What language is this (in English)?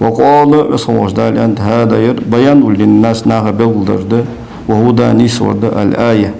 Ingush